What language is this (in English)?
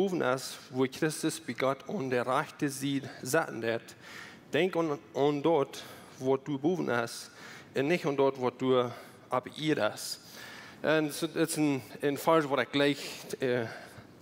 Plautdietsch